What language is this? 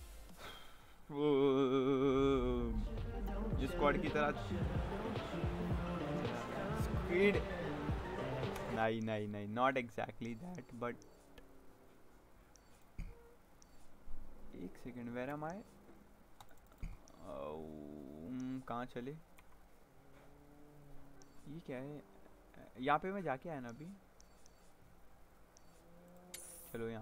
Hindi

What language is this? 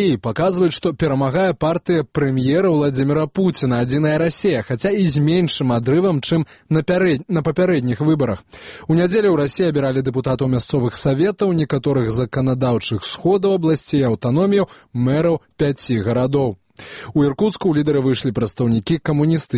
Belarusian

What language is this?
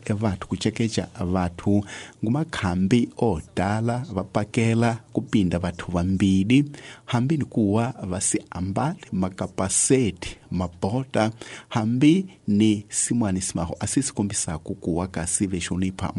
Tsonga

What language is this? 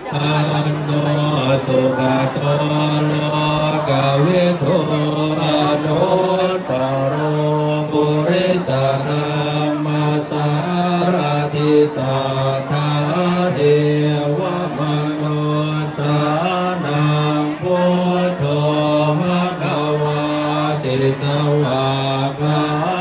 Pali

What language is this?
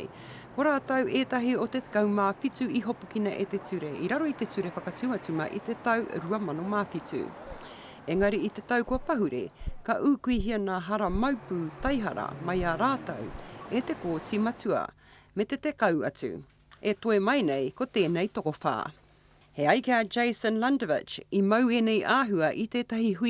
Māori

